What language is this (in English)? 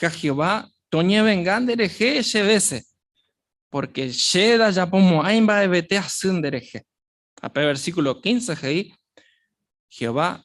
Guarani